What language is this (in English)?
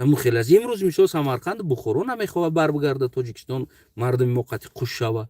Tajik